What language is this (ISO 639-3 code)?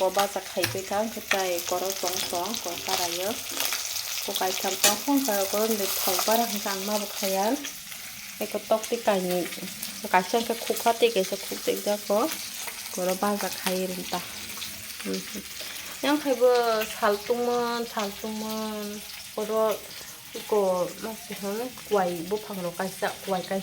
trp